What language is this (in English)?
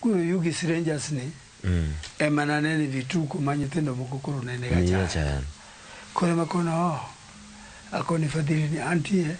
Luo (Kenya and Tanzania)